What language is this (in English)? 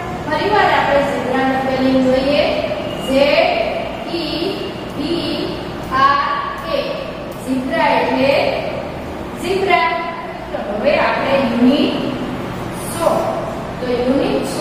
Gujarati